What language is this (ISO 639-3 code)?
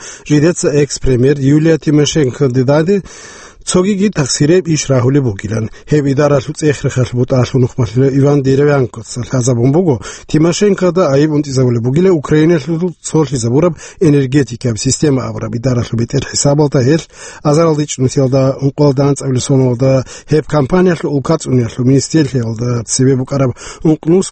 ava